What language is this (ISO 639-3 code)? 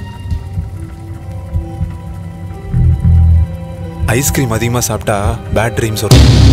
tam